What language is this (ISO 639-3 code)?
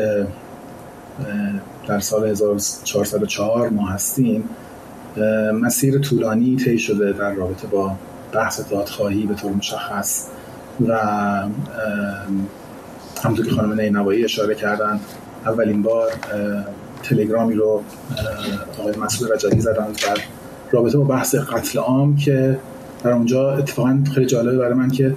fas